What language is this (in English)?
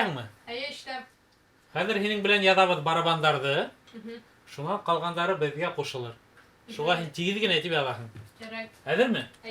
Bashkir